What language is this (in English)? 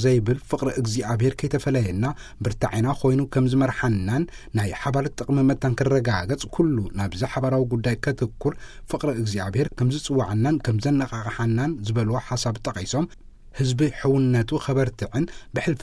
Tigrinya